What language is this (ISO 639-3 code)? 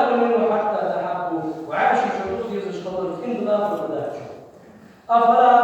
inh